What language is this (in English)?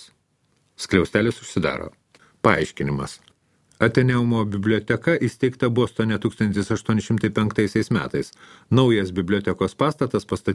Lithuanian